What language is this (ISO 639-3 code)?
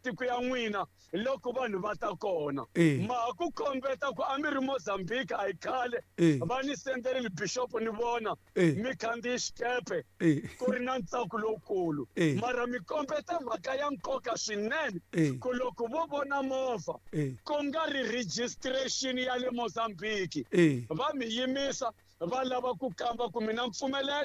tso